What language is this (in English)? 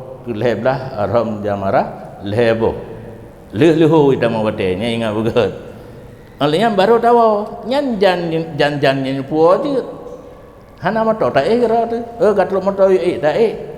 Achinese